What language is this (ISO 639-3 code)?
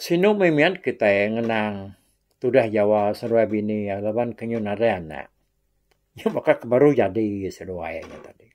iba